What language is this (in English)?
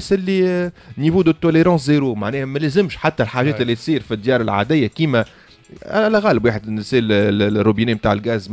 Tunisian Arabic